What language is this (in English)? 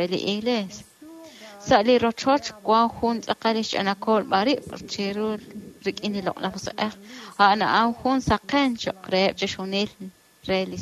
Kekchí